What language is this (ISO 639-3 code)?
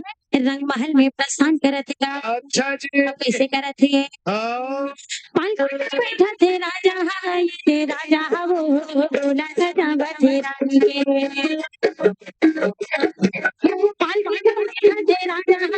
hne